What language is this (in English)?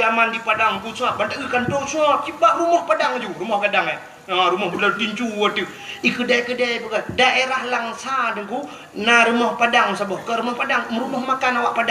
Achinese